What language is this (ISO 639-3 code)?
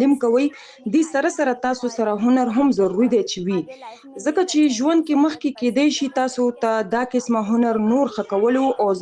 pus